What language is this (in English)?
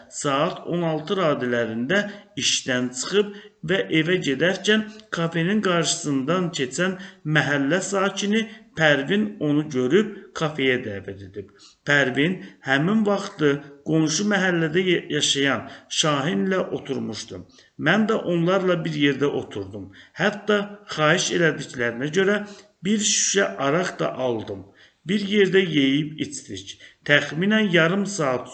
Azerbaijani